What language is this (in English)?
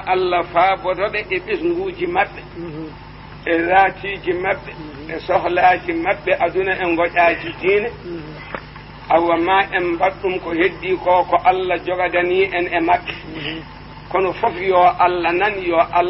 Fula